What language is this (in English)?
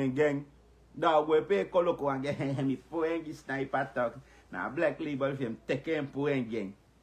Sranan Tongo